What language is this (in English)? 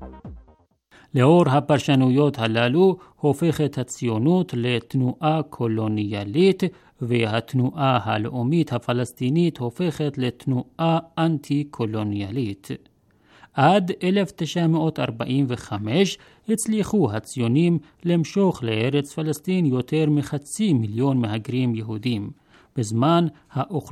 Hebrew